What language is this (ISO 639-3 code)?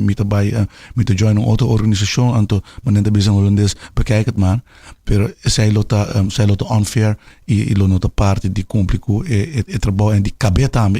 pap